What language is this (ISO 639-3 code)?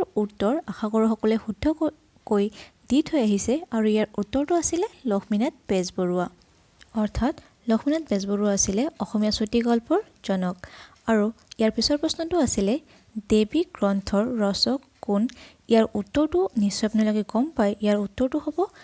asm